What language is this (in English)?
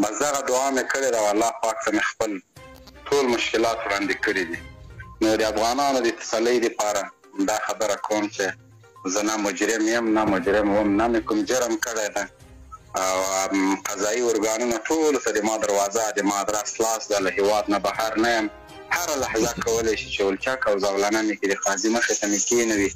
Pashto